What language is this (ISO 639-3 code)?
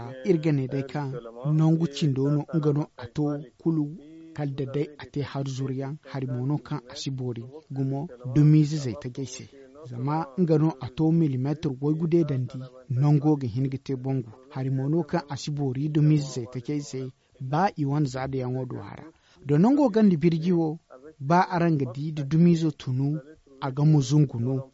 dje